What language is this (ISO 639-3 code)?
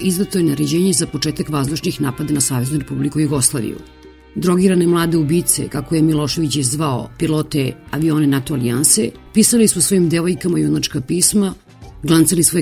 srp